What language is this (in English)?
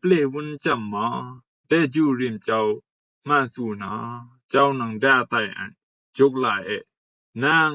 Rumai Palaung